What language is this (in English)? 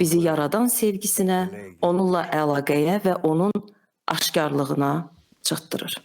Azerbaijani